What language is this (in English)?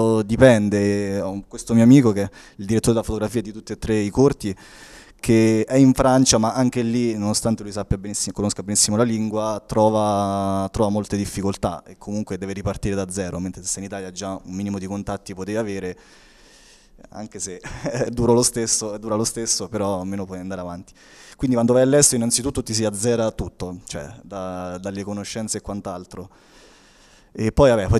Italian